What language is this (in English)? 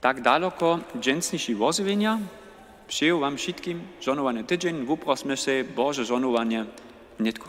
Upper Sorbian